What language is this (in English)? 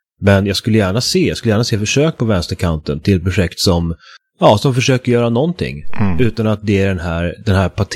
Swedish